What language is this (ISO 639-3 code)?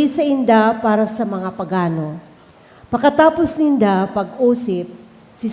bik